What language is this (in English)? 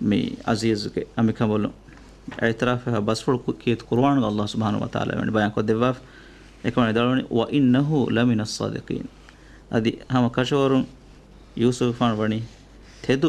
Divehi